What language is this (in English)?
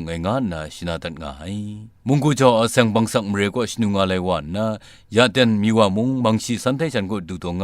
Kachin